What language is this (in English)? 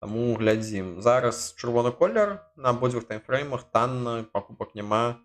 Belarusian